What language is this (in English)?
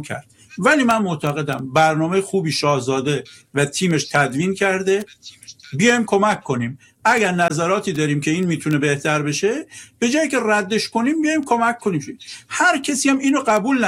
Persian